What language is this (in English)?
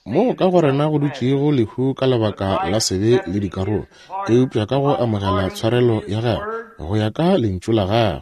Northern Sotho